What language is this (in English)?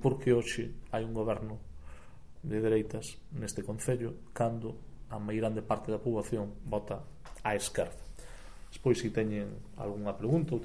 Galician